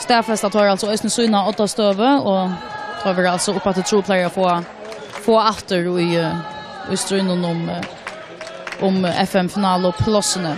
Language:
Faroese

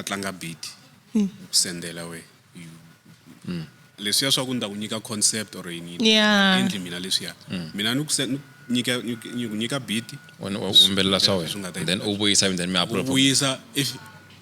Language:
Tsonga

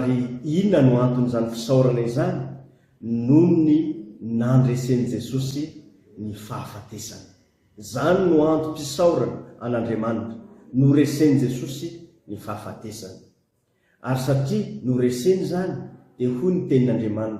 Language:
Malagasy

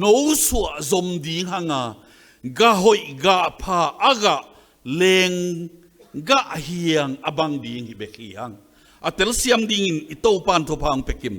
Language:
Tedim Chin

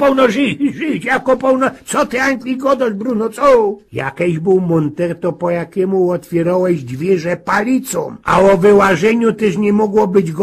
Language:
Silesian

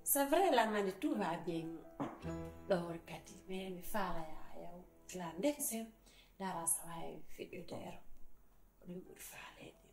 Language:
Fula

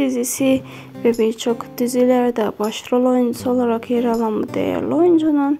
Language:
Turkish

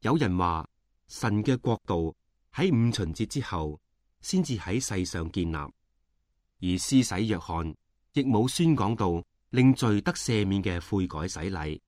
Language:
Cantonese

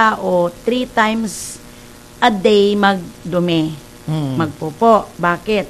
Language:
Cebuano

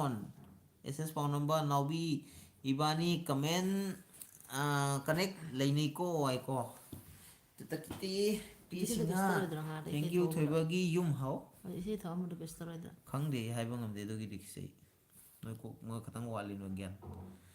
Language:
Manipuri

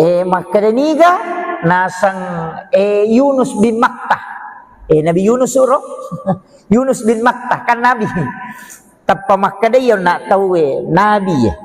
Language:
Buginese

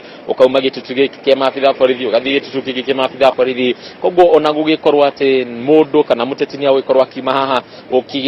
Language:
Kikuyu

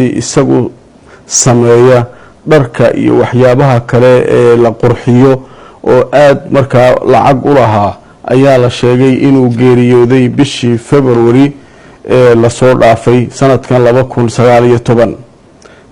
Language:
Somali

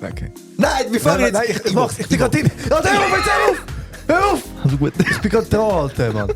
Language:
Swiss German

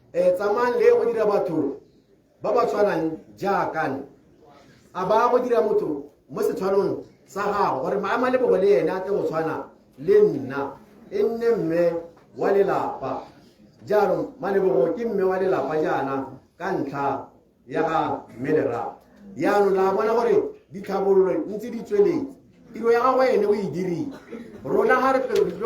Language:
Tswana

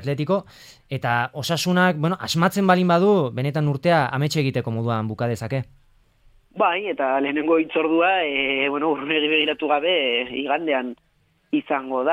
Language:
Basque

